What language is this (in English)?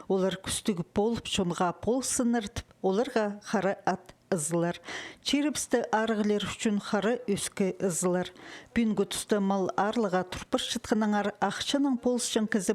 Khakas